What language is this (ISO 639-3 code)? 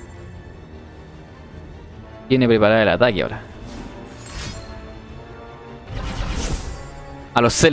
spa